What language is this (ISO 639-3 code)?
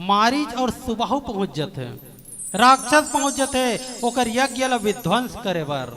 hne